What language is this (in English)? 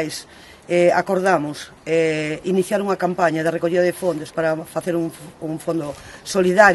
Galician